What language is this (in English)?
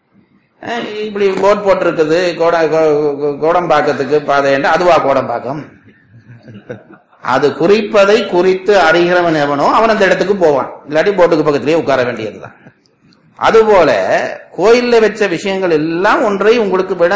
Tamil